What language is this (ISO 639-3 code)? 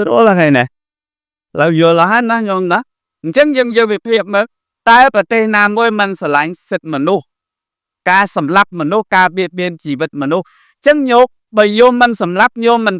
khm